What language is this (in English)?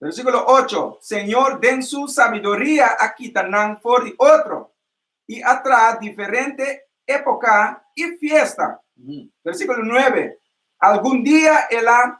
Papiamento